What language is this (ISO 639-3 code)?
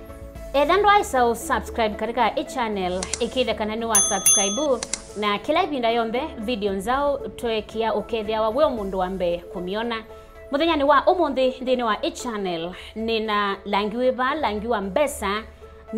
kam